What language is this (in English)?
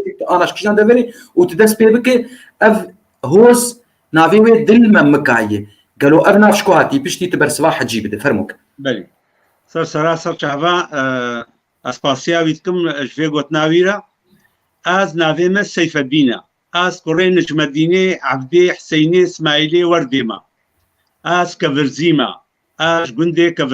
Kurdish